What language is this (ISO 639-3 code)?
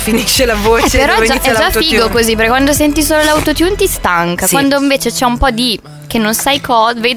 ita